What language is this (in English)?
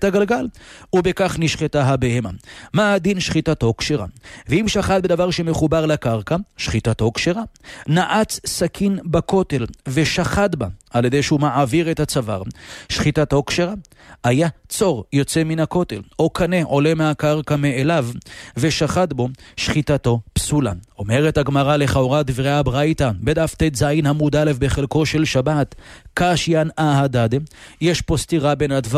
Hebrew